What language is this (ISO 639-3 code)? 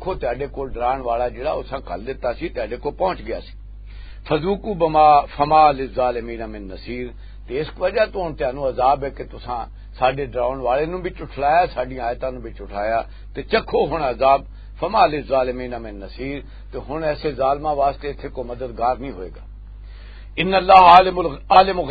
lah